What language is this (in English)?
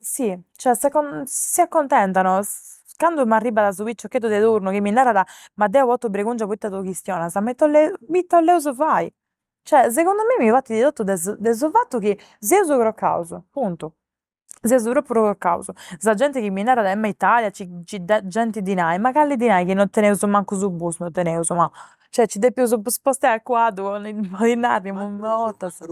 Sardinian